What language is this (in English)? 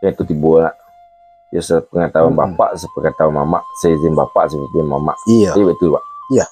Minangkabau